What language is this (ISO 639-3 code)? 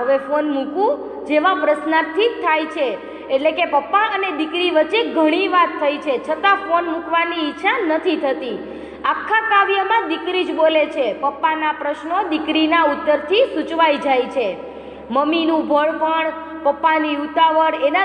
guj